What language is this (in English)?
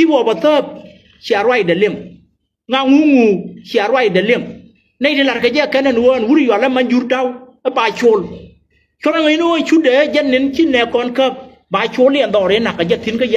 Nuer